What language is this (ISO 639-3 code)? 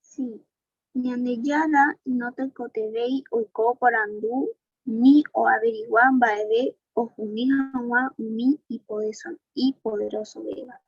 grn